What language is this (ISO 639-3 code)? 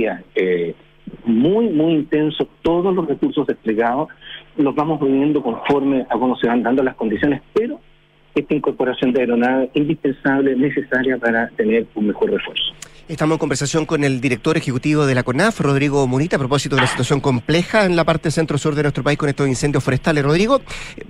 spa